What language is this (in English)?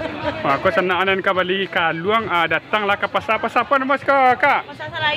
Minangkabau